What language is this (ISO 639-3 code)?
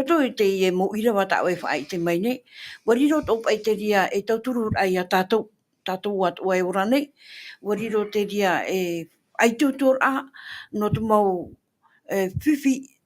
tah